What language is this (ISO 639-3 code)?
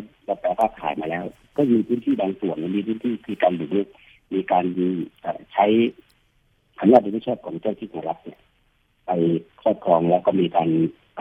tha